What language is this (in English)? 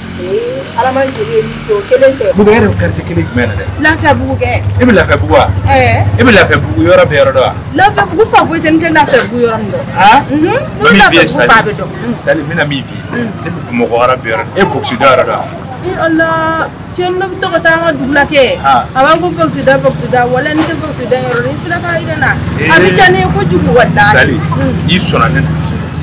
Bambara